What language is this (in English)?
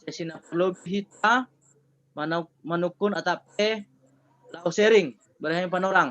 Batak Simalungun